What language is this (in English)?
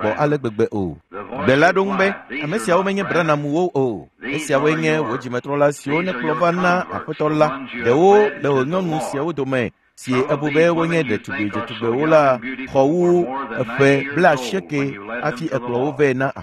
Ewe